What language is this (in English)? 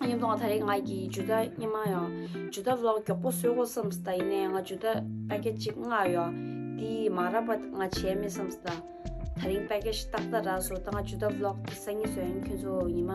Tibetan